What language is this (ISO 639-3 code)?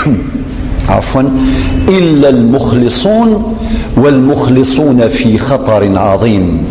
kab